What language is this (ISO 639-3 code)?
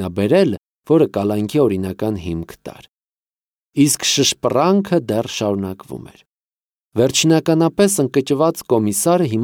hye